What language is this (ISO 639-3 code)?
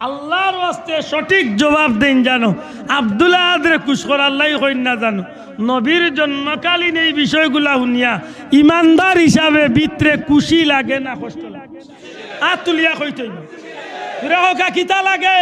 syl